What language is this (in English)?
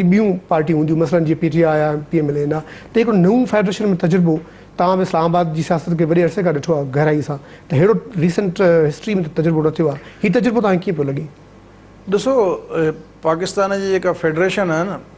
Sindhi